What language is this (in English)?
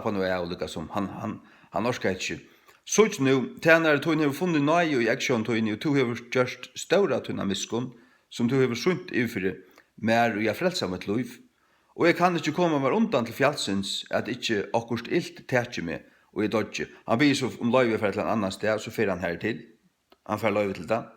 Faroese